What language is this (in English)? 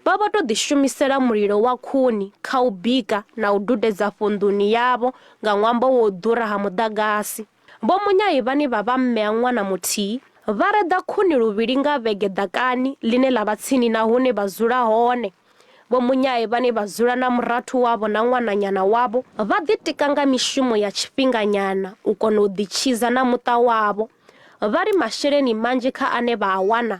Venda